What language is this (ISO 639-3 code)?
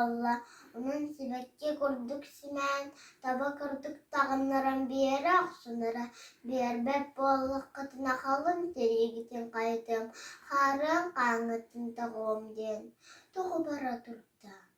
sah